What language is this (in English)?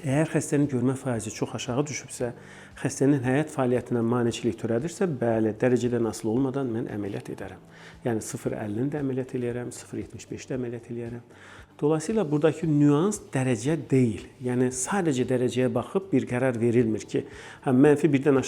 Azerbaijani